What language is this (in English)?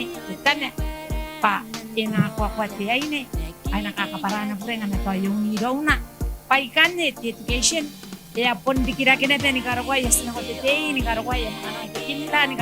Gilbertese